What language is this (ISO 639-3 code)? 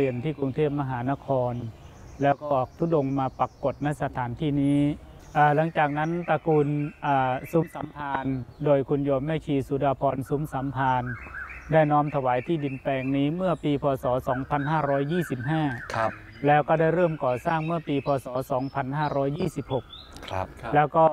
tha